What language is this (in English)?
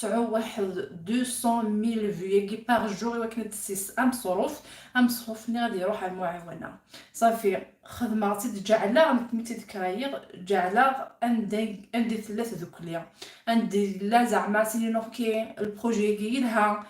Kabyle